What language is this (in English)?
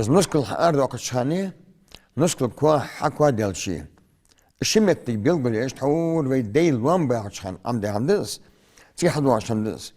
Ingush